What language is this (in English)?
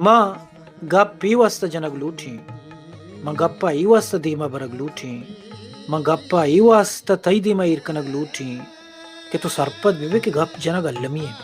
Baluchi